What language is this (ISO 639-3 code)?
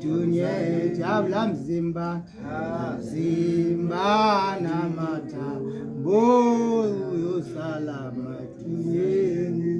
tsn